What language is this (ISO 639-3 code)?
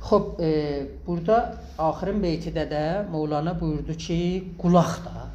azb